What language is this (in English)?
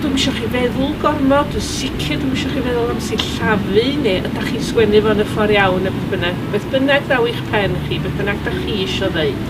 Welsh